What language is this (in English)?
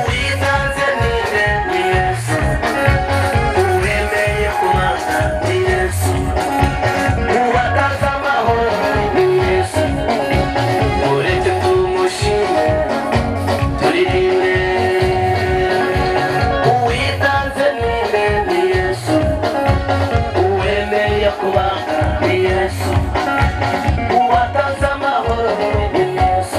Kinyarwanda